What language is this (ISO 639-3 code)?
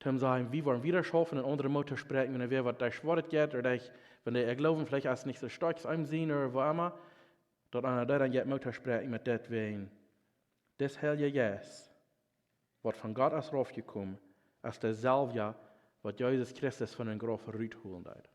pdt